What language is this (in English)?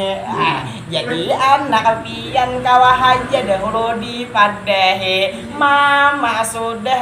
Banjar